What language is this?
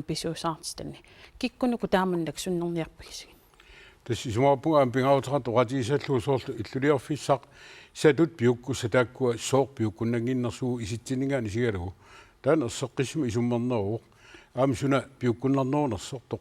Kalaallisut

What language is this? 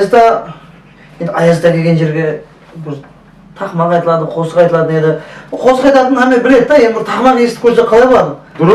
Kara-Kalpak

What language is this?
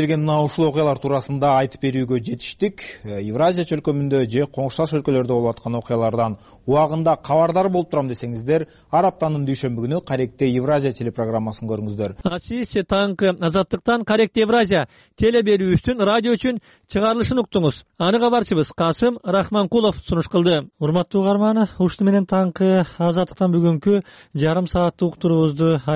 Kyrgyz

